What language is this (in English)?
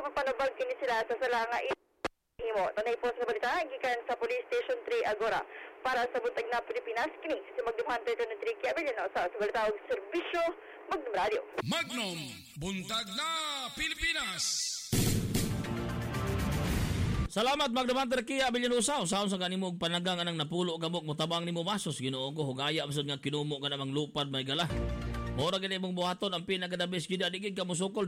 Cebuano